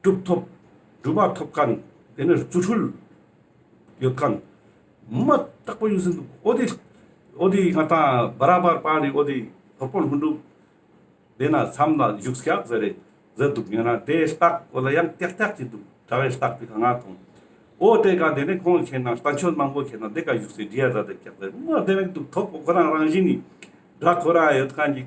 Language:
Ladakhi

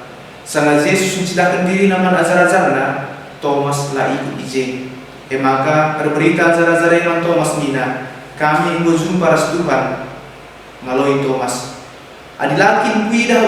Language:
Batak Karo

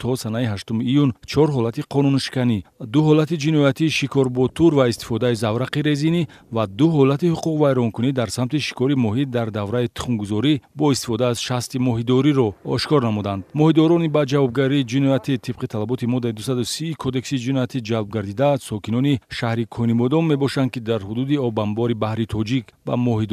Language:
Tajik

